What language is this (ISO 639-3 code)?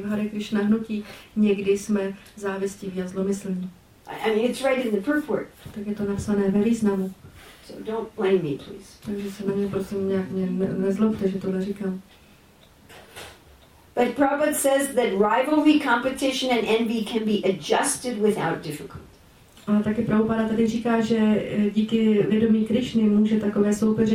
ces